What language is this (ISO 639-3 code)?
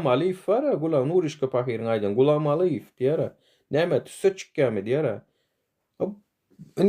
tuk